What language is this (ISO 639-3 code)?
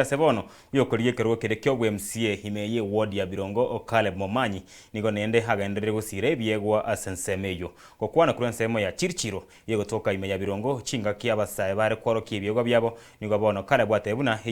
guz